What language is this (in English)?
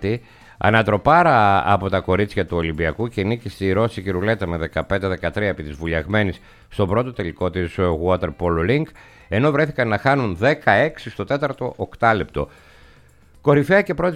Greek